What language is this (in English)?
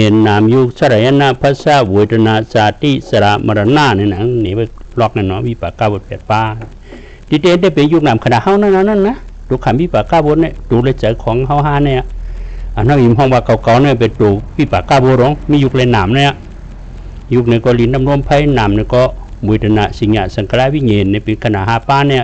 Shan